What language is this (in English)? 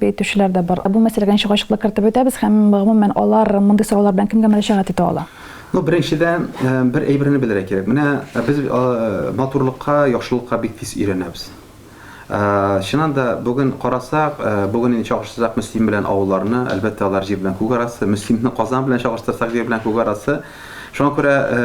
Tatar